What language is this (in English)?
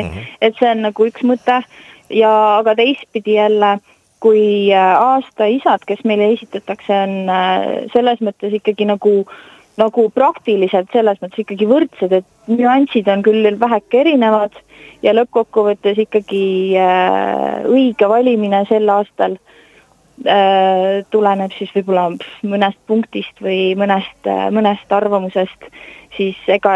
Estonian